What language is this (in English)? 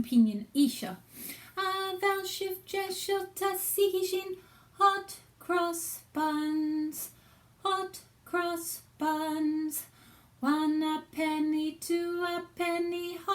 Scottish Gaelic